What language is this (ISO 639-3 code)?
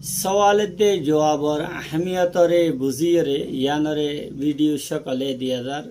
rhg